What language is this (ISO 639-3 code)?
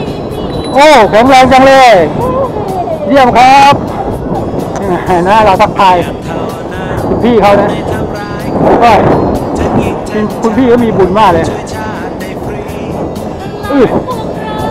tha